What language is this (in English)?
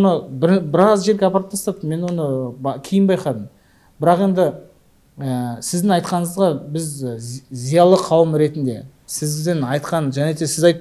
Kazakh